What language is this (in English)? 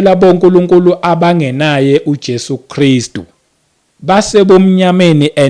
Zulu